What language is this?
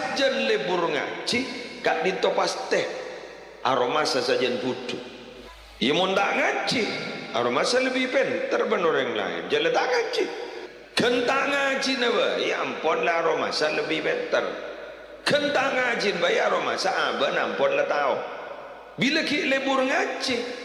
Madurese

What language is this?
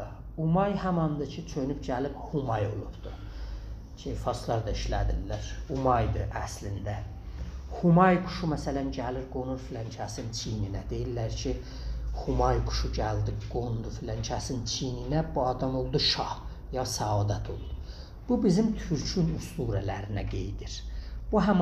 South Azerbaijani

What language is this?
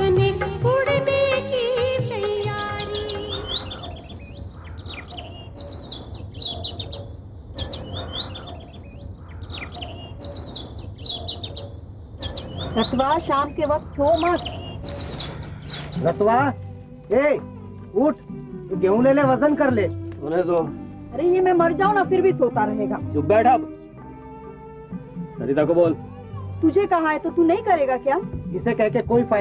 Hindi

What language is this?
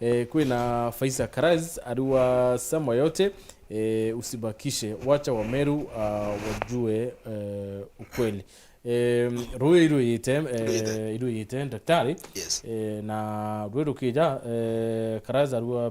Meru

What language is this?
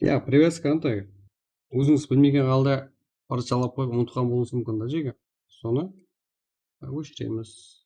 Kara-Kalpak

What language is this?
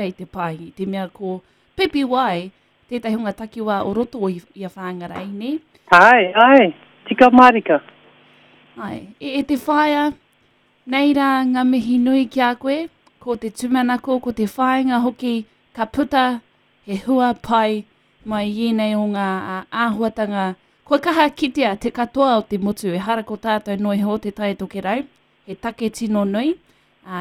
Māori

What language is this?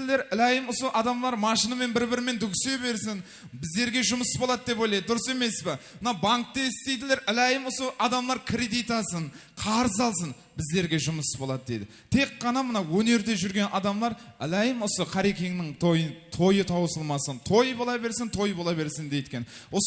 Kara-Kalpak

